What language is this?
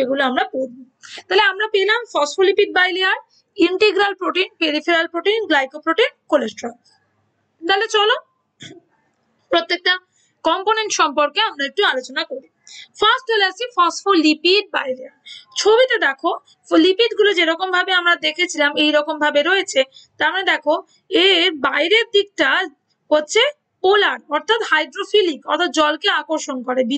Bangla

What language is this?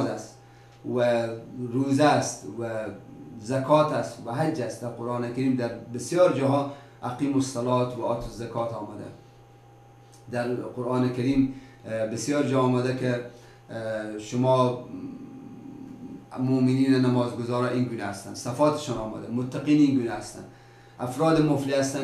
Persian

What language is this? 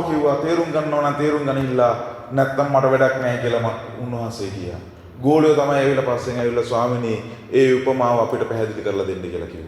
Sinhala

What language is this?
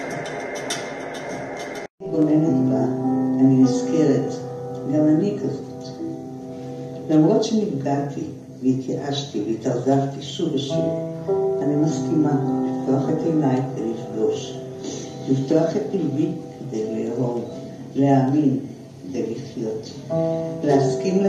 Hebrew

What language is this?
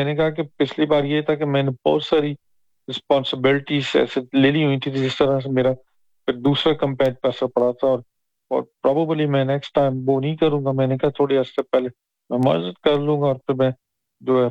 Urdu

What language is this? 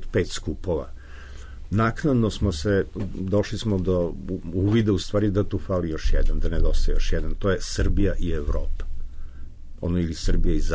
Serbian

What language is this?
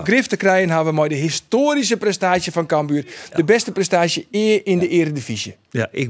Western Frisian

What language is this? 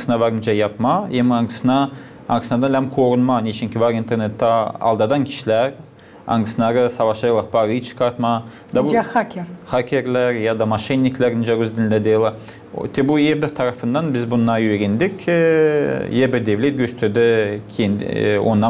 Gagauz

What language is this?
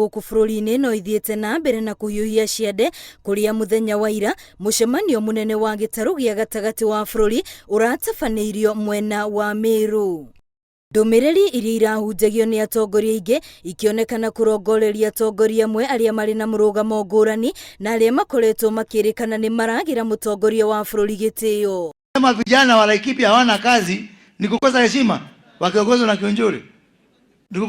Kikuyu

